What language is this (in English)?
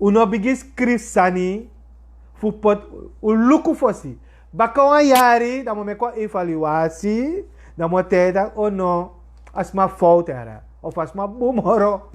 Sranan Tongo